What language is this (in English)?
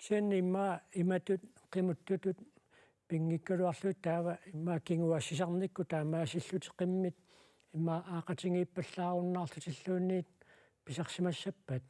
Kalaallisut